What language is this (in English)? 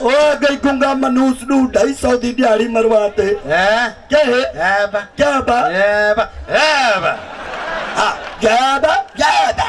Saraiki